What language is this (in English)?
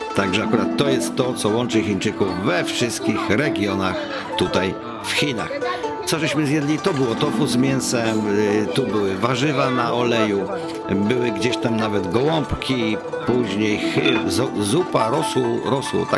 Polish